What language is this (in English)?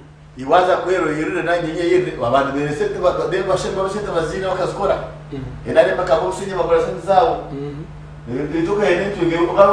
Nyankole